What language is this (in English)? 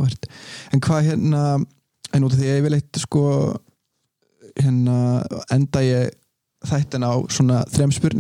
Icelandic